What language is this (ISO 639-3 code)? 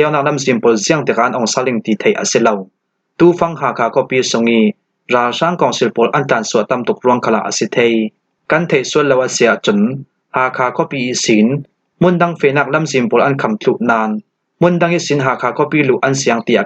cfm